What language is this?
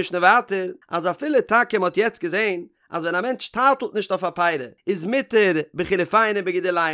Yiddish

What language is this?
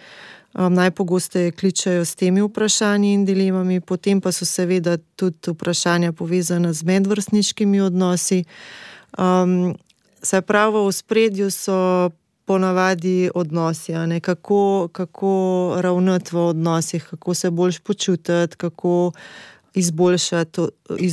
Slovenian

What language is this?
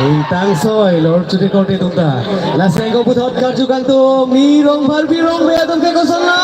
Karbi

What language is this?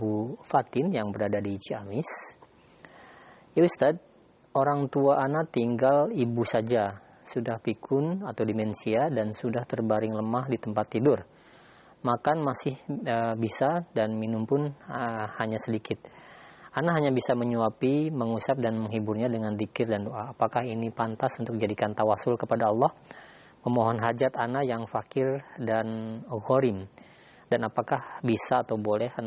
Indonesian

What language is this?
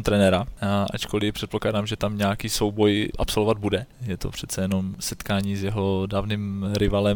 Czech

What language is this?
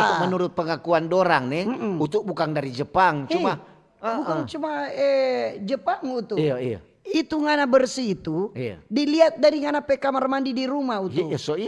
Manado Malay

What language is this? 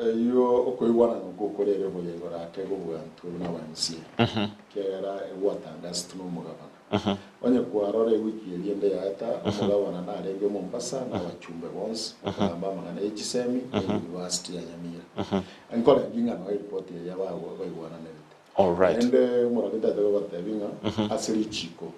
Gusii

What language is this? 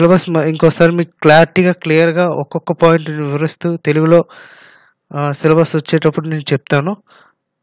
Telugu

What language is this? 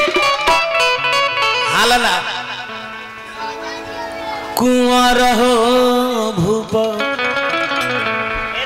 Bhojpuri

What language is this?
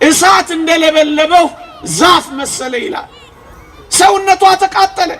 Amharic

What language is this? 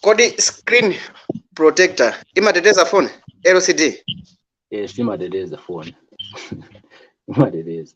Nyanja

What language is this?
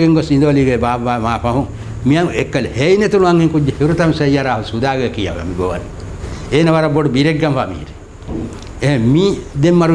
Divehi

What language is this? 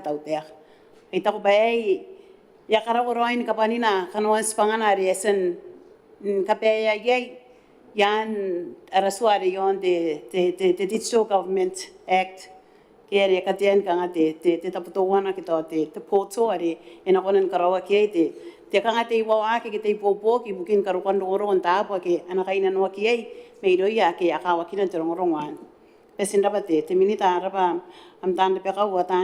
Gilbertese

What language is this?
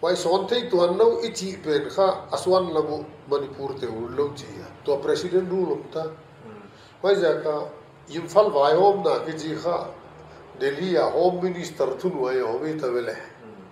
Paite Chin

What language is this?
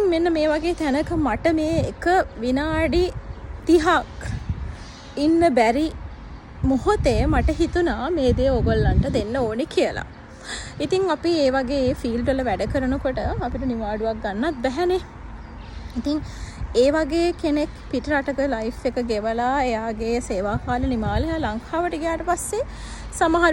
Sinhala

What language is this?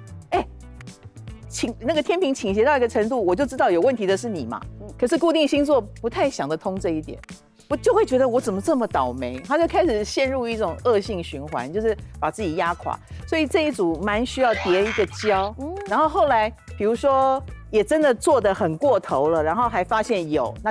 Chinese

